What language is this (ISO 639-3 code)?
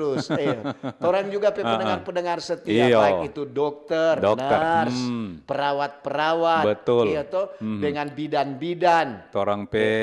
xmm